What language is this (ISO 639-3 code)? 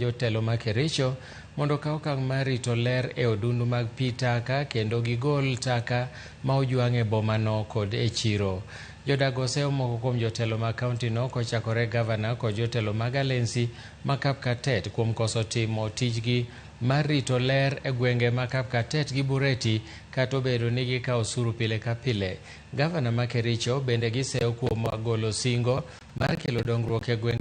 luo